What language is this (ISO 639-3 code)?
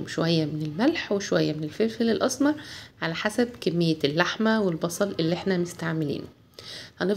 arz